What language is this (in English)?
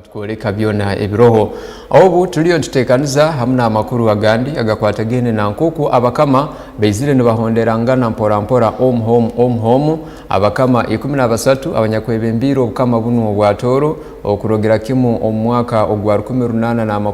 Tooro